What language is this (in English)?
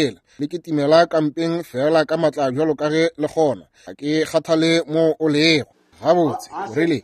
Northern Sotho